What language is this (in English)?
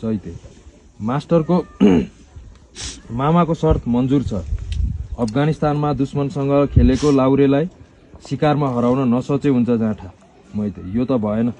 Nepali